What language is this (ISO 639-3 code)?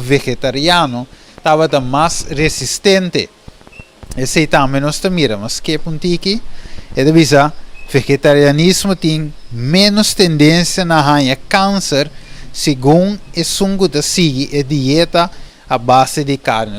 pap